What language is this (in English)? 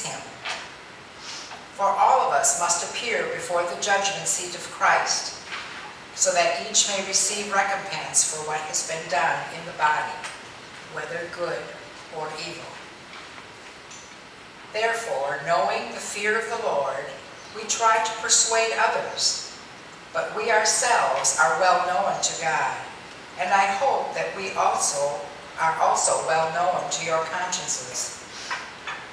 English